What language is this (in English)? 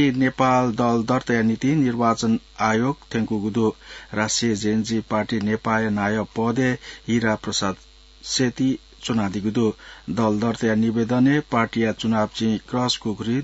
Newari